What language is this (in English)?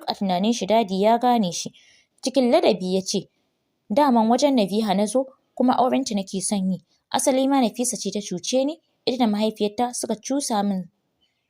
Hausa